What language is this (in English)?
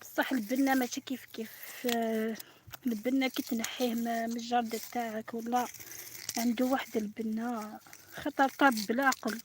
Algerian Arabic